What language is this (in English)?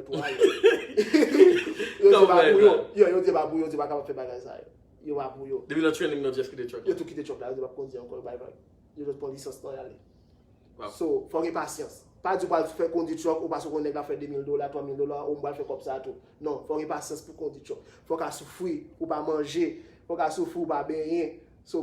Haitian Creole